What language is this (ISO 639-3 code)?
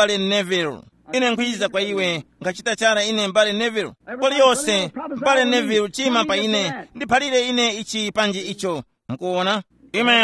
tum